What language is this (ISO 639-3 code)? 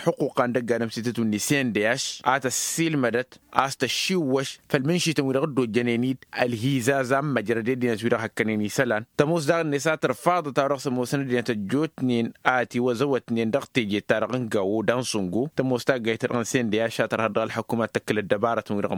taq